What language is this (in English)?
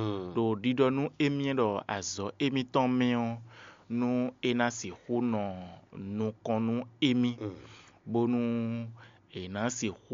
Fon